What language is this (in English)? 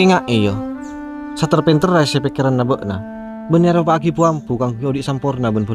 Madurese